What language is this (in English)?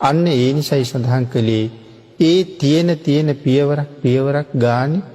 Sinhala